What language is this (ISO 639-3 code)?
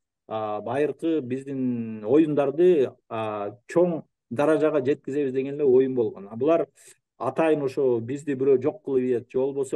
kir